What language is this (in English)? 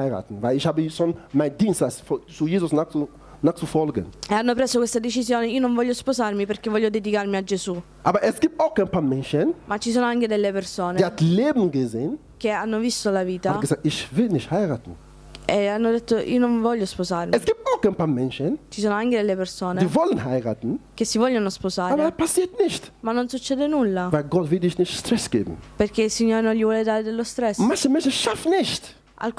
German